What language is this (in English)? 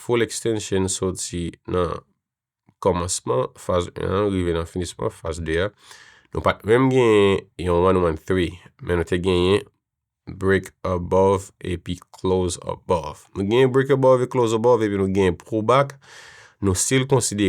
Haitian Creole